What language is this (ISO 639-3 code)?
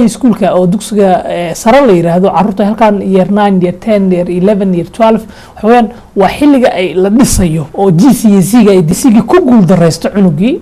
som